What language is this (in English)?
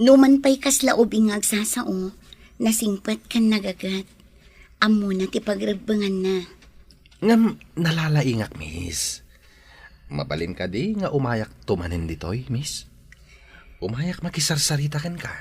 Iloko